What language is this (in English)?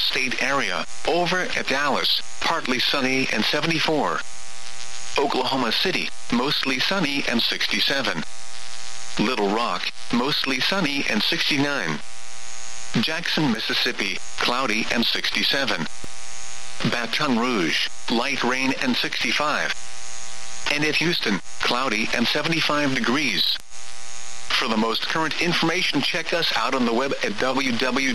English